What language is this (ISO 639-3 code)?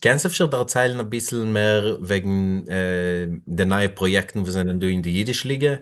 yid